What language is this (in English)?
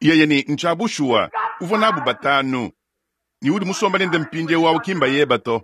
Luba-Lulua